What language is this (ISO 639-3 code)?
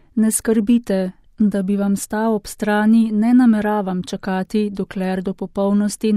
slv